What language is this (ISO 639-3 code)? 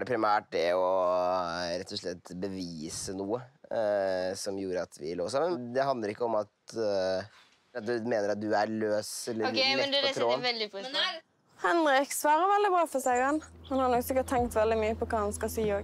nor